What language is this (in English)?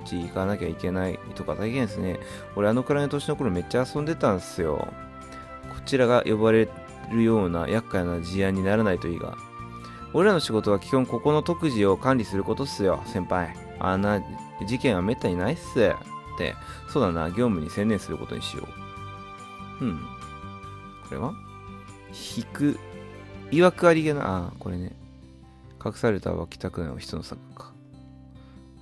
Japanese